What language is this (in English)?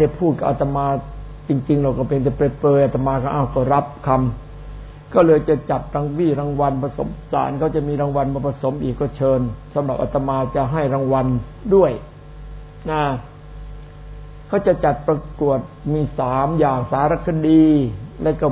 Thai